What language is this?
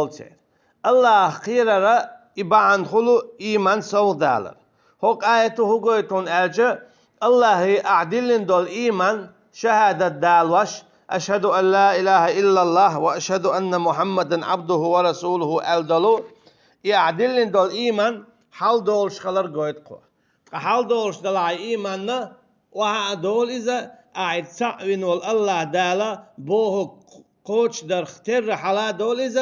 Chechen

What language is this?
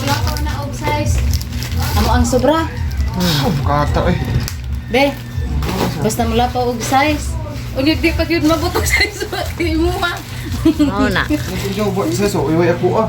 Cebuano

